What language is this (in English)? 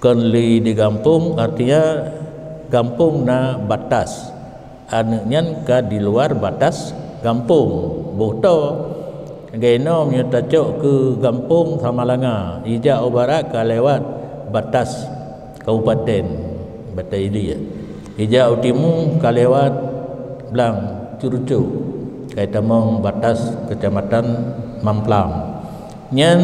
Achinese